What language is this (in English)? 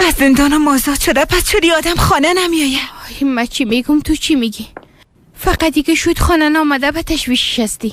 Tajik